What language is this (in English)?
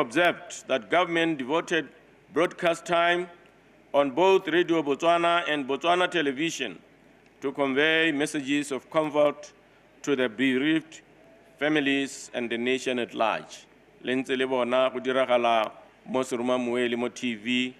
Tswana